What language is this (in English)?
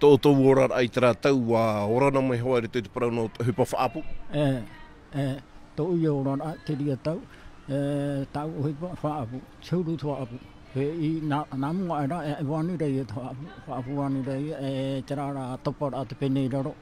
Tahitian